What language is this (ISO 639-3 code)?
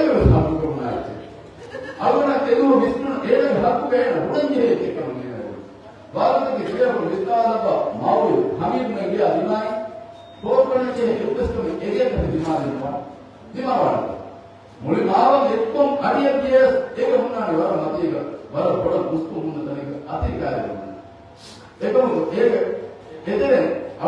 div